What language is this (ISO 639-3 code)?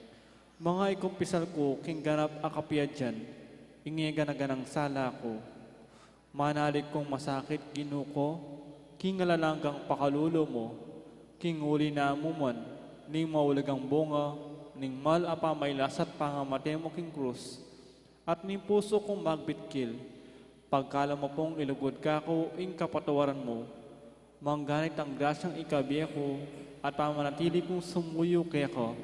pam